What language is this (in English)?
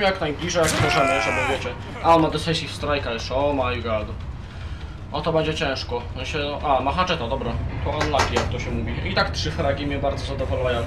Polish